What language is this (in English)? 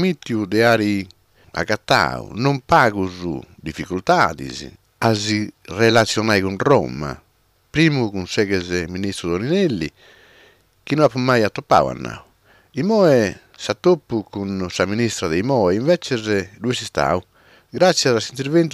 Sardinian